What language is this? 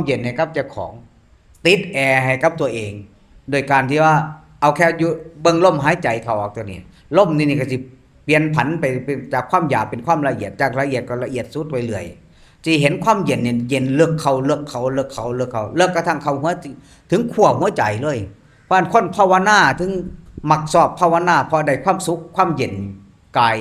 Northeastern Thai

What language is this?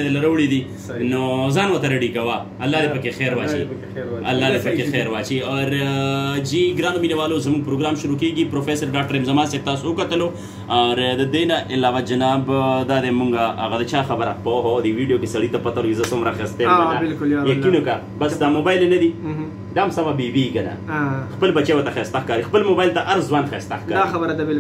Pashto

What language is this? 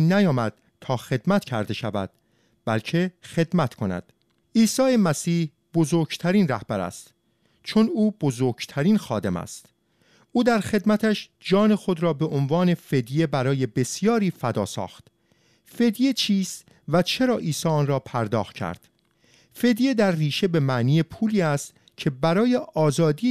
Persian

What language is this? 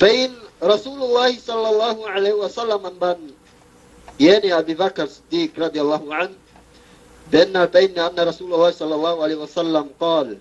Yakan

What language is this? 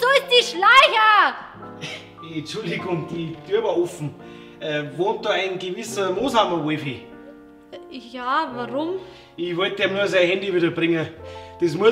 Bavarian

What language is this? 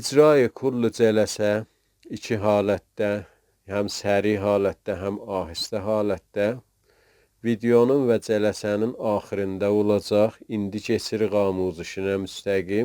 South Azerbaijani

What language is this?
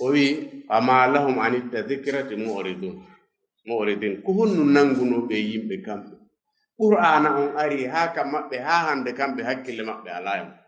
Fula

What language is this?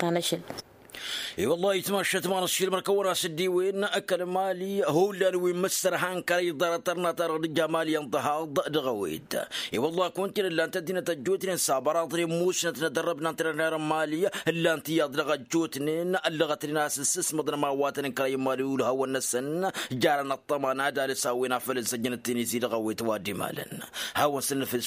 Tamasheq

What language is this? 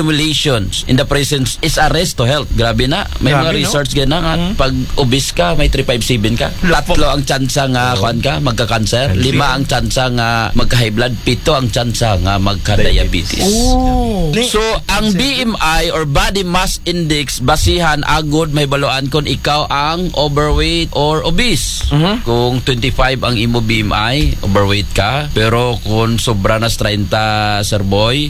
Aklanon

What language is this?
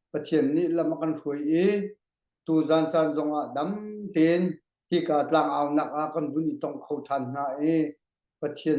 Hakha Chin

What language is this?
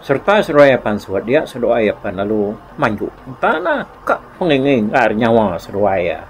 Iban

